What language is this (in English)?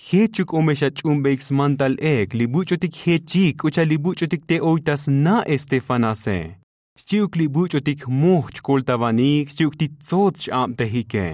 Tzotzil